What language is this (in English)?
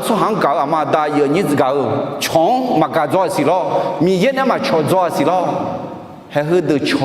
Akha